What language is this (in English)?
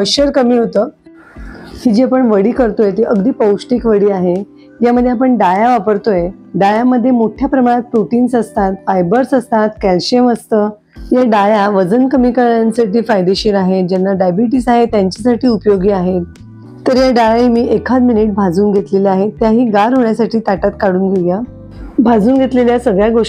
Marathi